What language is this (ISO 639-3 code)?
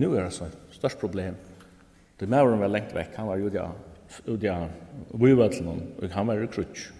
fao